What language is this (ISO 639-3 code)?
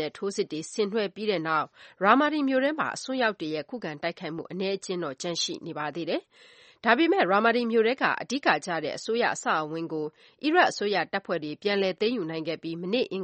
mya